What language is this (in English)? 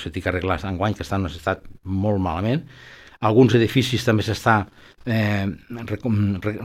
Catalan